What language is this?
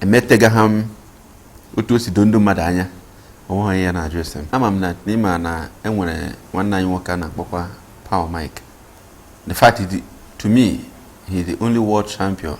Igbo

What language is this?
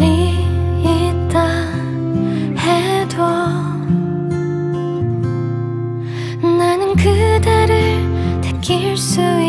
Korean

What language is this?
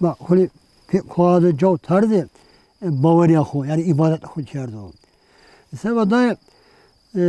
Zaza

